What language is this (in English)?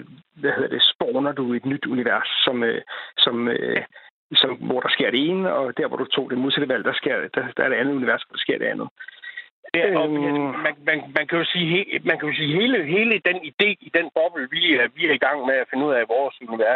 Danish